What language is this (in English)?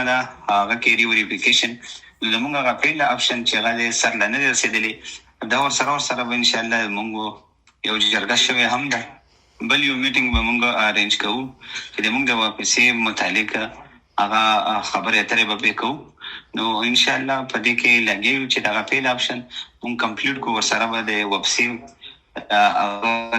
Pashto